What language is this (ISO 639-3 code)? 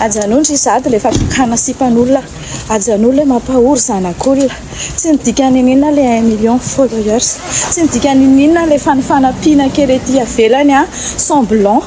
mlg